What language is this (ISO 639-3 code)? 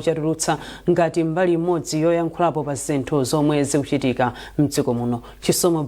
nya